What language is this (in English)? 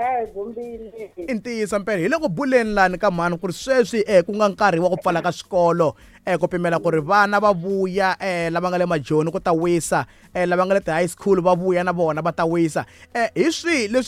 Tsonga